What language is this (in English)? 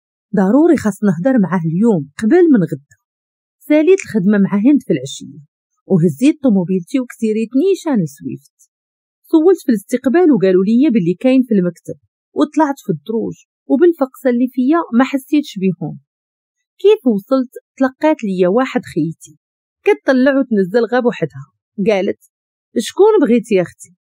Moroccan Arabic